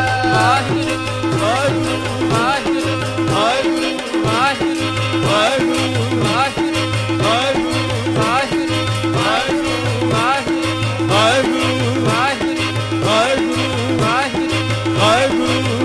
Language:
Punjabi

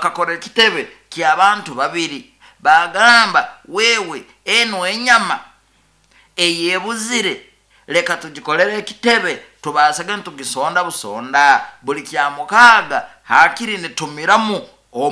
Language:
Nyoro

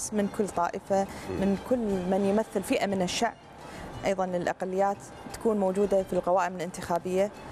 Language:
Arabic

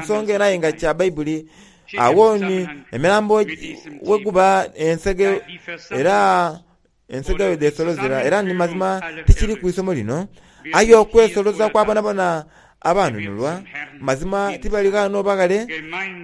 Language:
Soga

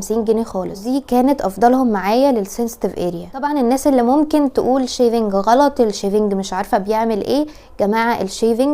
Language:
Egyptian Arabic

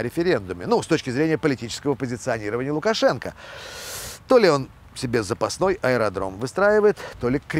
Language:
Russian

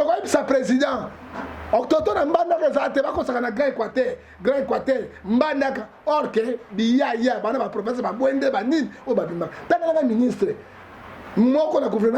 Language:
Lingala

